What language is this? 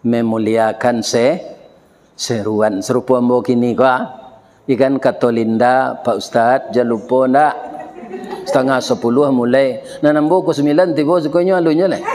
Minangkabau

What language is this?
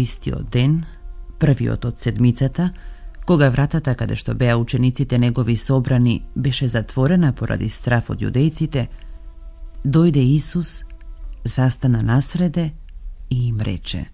Macedonian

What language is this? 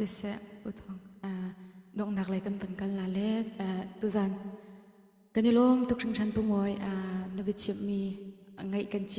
Hakha Chin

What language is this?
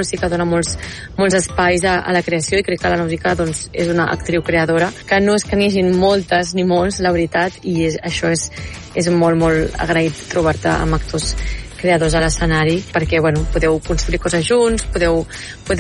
Catalan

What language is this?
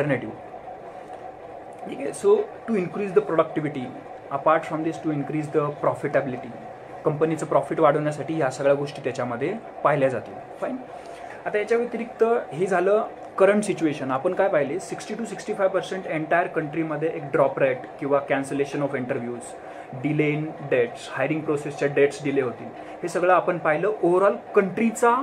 Marathi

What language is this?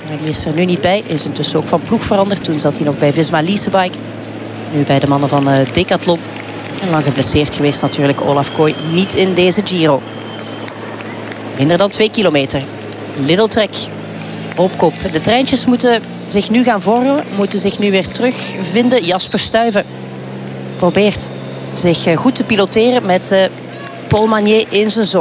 Dutch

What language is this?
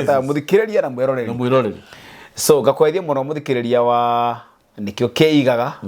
Kikuyu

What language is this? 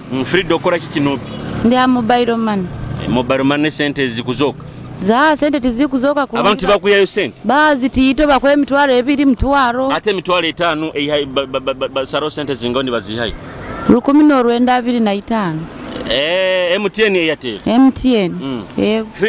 Nyoro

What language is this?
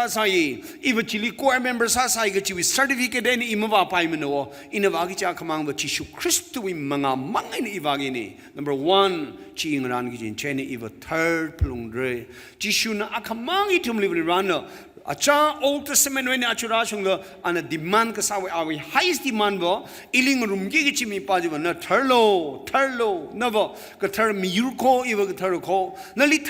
Tangkhul Naga (India)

